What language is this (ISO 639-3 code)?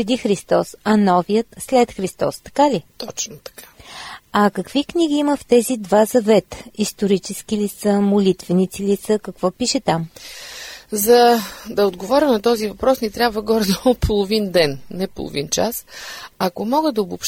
bul